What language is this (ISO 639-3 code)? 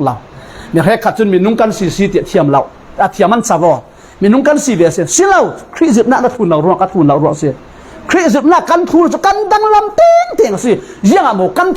cfm